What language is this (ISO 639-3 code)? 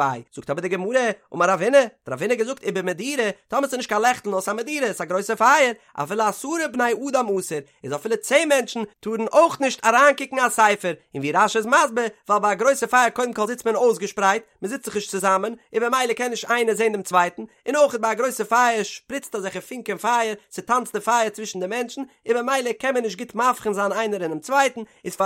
yid